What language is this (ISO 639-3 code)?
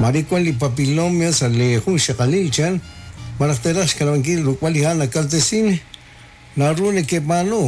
kek